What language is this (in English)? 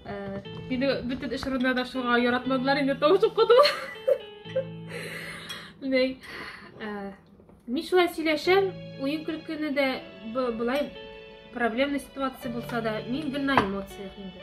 Tatar